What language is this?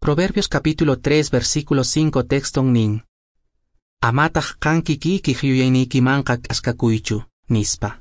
Quechua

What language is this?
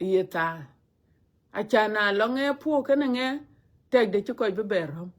Dinka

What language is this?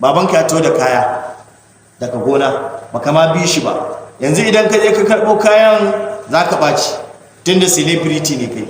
Hausa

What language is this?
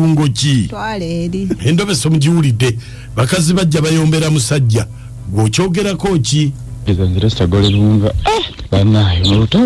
Ganda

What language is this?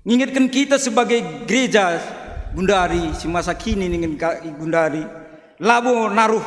Batak Karo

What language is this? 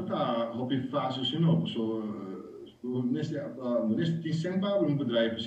Papiamento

